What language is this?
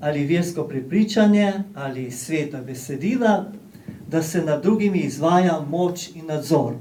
Slovenian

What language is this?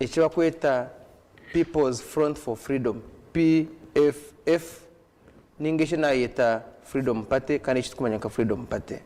Nyankole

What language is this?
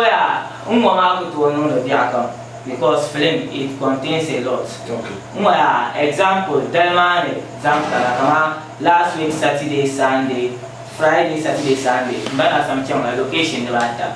Dagbani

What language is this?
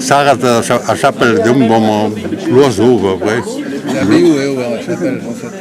Breton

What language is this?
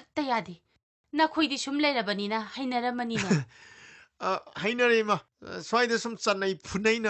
Manipuri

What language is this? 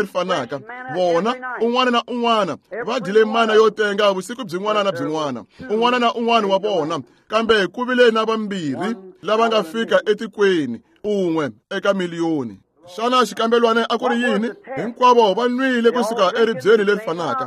Tsonga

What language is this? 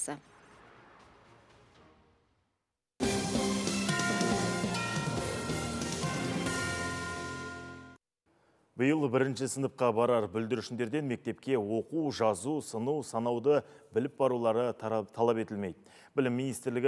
Kazakh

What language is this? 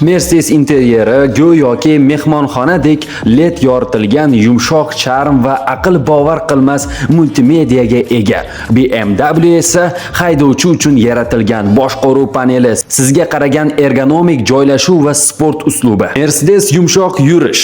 Uzbek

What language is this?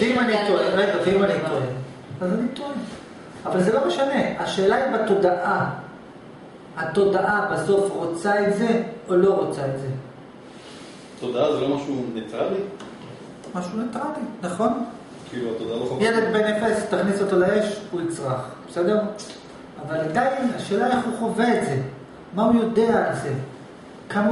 Hebrew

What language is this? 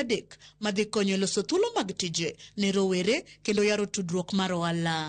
Luo (Kenya and Tanzania)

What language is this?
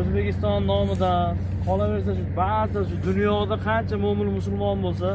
Uzbek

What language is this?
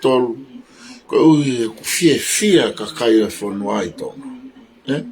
Tongan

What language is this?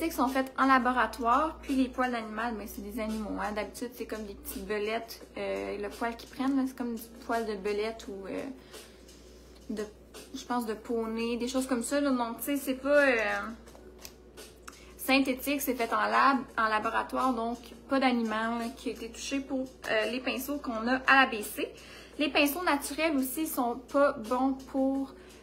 French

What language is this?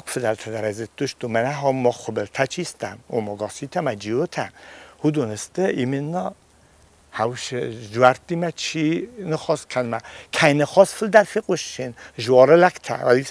Ossetic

